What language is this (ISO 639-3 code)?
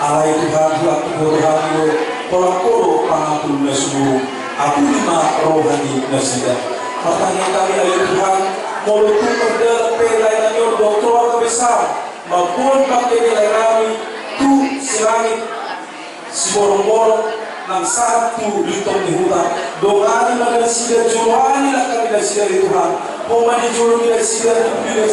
bbc